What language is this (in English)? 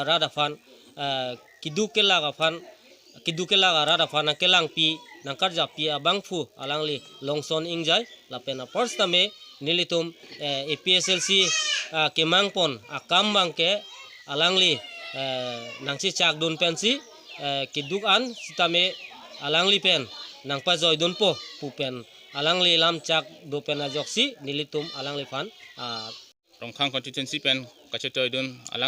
Karbi